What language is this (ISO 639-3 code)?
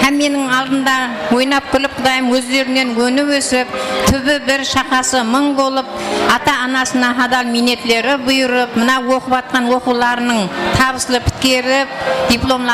kaa